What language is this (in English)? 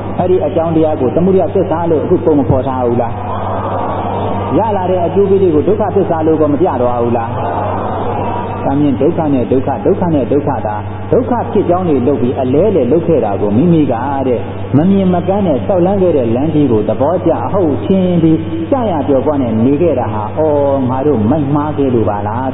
Burmese